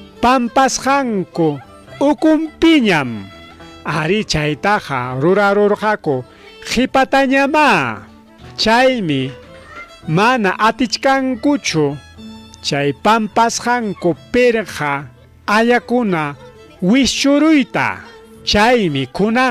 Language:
Ayacucho Quechua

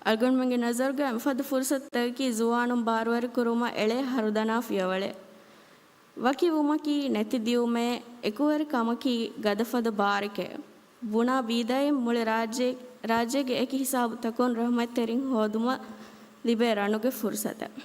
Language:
Divehi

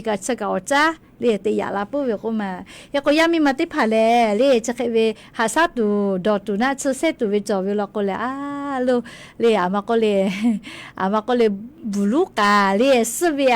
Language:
Lahu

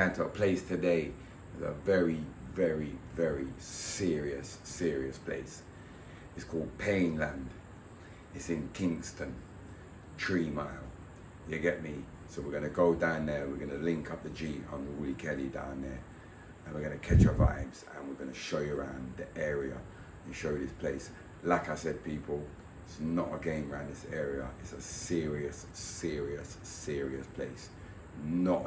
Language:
Jamaican Creole English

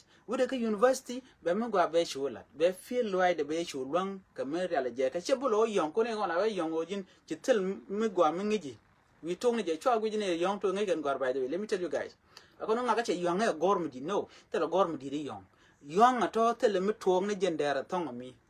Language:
Nuer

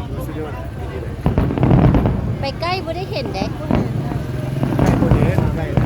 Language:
Lao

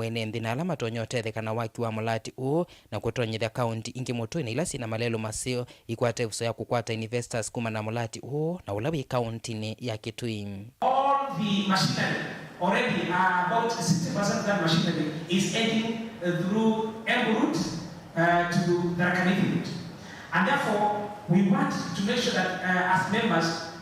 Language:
Kamba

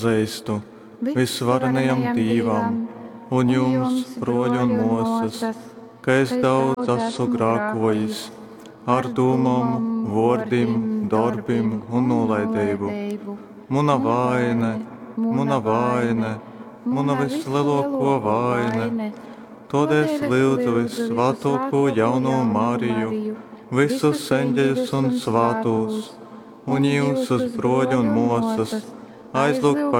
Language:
Latgalian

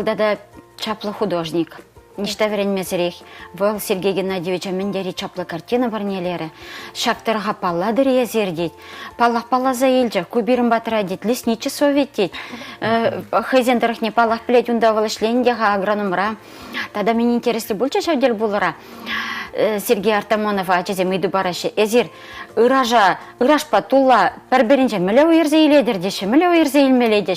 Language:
Chuvash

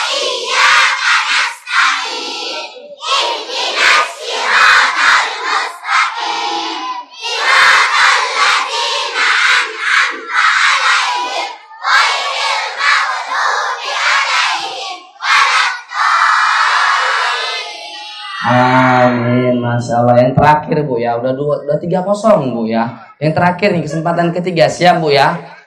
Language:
Indonesian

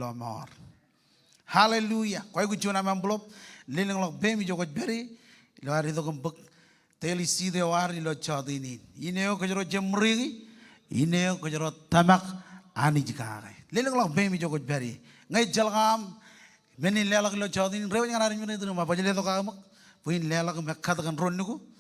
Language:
Marshallese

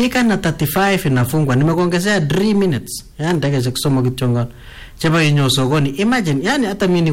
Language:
Swahili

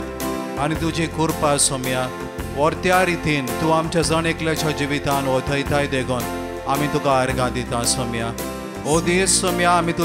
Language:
Konkani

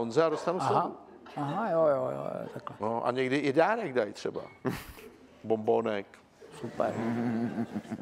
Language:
Czech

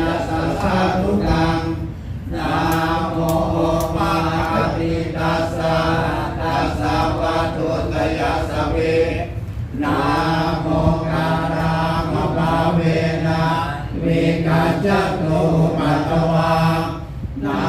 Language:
Pali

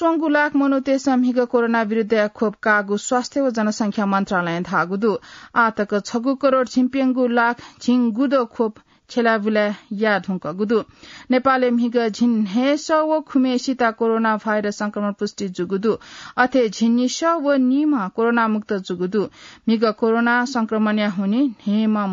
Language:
Newari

